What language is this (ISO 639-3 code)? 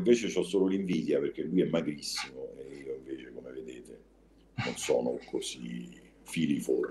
ita